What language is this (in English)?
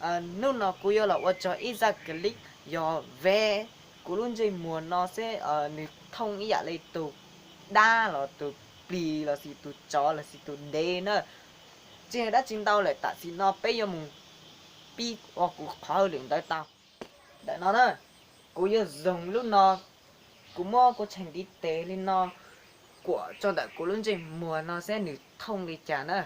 Hmong